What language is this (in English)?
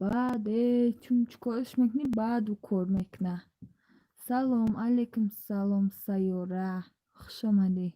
Tajik